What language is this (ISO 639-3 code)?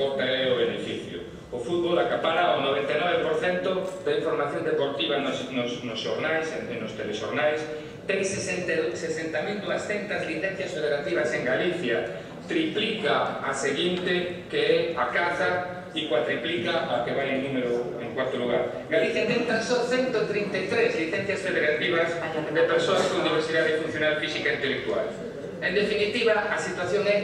glg